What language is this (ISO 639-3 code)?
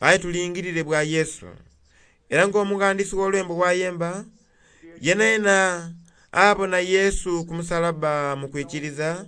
xog